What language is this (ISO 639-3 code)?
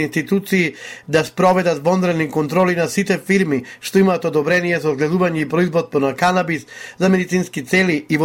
mkd